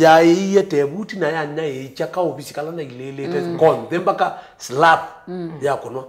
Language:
Kamba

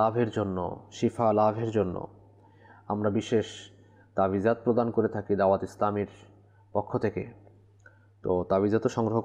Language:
Bangla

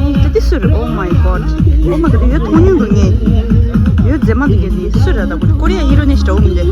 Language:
Tibetan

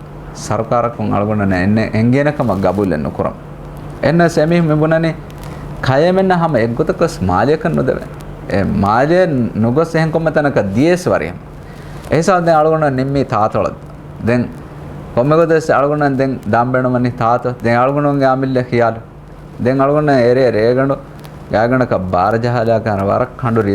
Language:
Divehi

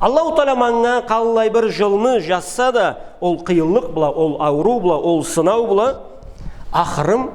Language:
Karachay-Balkar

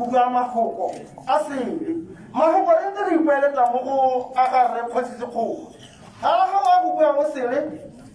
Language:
Tswana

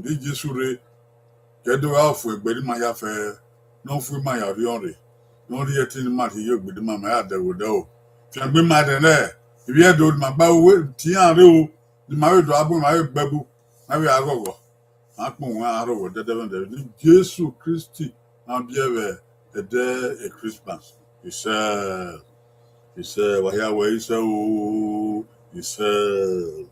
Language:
Bini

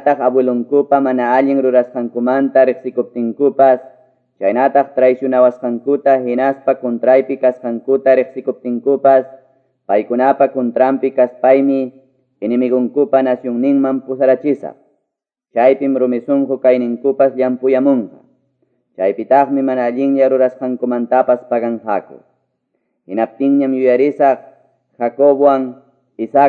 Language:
Quechua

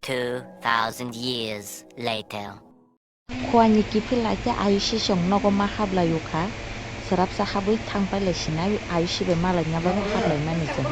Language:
Kok Borok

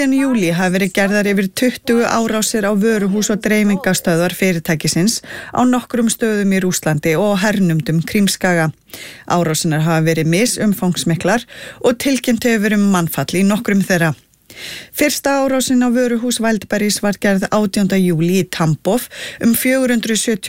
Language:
Icelandic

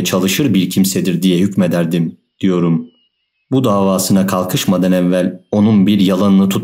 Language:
Turkish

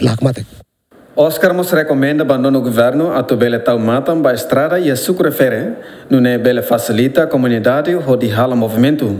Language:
Tetum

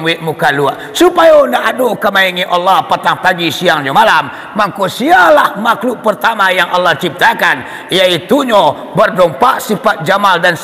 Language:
Minangkabau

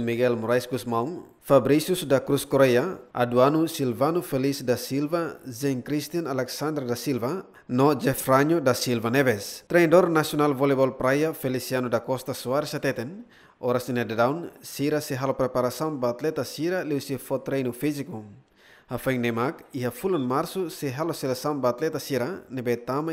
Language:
Tetum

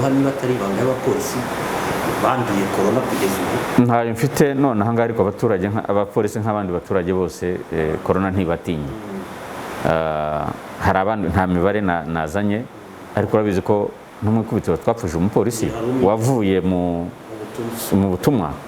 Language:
Kinyarwanda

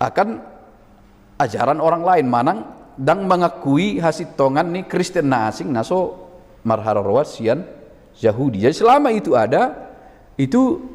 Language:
Batak Toba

